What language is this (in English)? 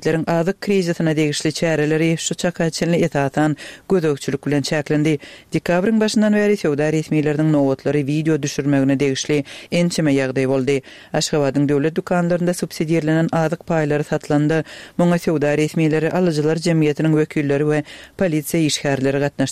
Turkmen